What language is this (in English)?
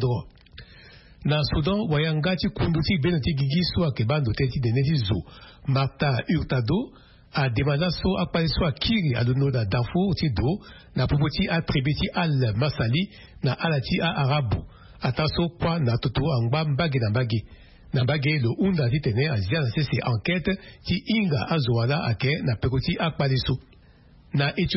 Sango